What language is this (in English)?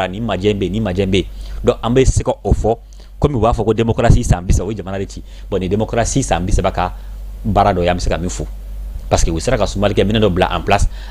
Bambara